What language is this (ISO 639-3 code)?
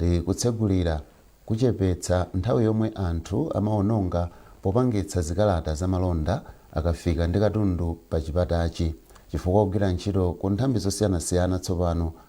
nya